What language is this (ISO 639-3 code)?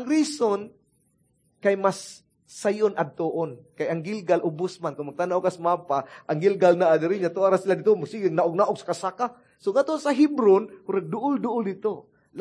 ceb